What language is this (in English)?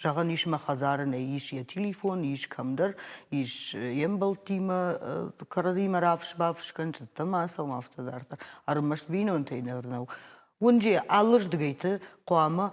Ossetic